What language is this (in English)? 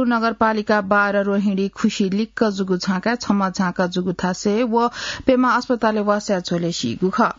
Newari